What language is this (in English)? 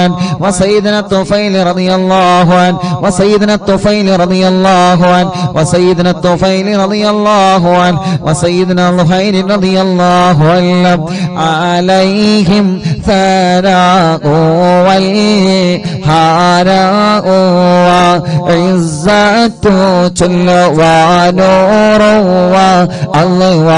Malayalam